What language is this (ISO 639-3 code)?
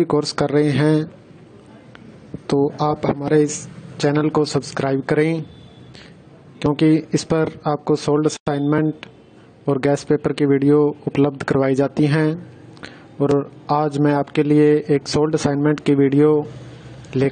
hin